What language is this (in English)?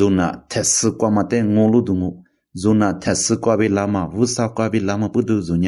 Lisu